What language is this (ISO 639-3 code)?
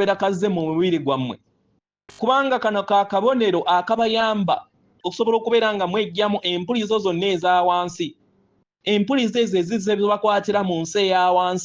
lug